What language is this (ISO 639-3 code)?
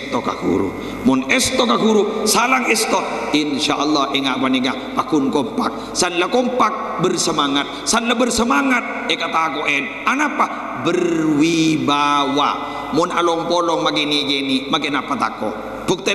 mad